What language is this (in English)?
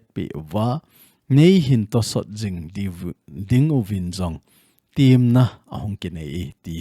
Thado Chin